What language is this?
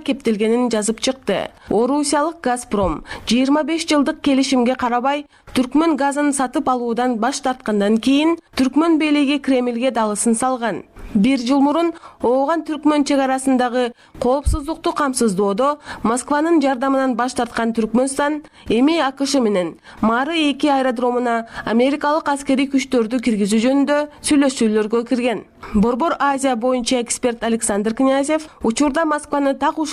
Kyrgyz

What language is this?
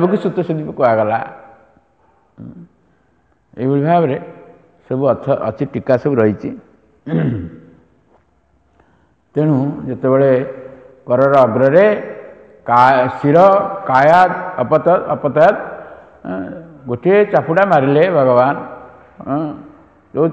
Odia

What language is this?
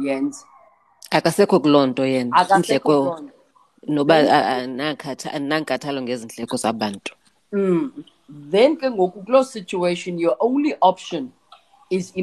Xhosa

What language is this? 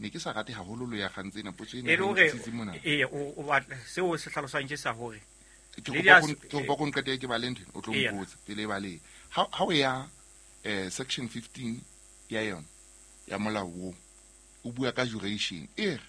Southern Sotho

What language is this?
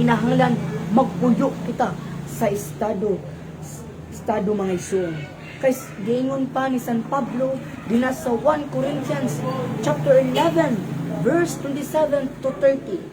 Cebuano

